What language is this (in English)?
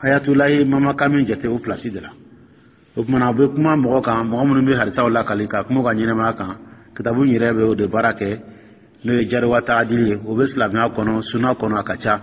Dyula